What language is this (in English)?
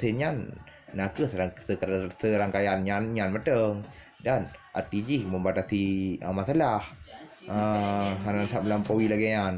Achinese